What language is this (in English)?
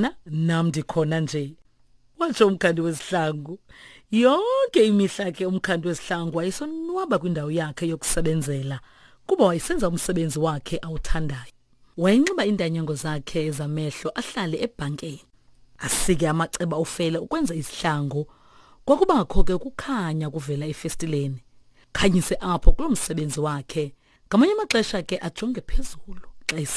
Xhosa